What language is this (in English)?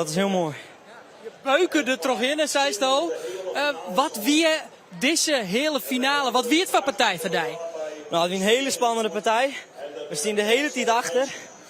Western Frisian